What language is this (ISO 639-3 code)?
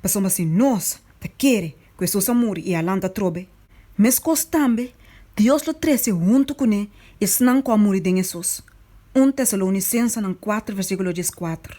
pap